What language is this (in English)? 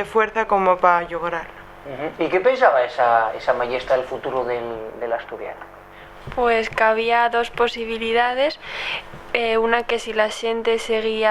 Asturian